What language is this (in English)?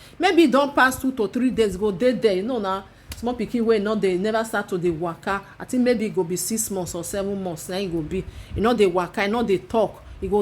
Nigerian Pidgin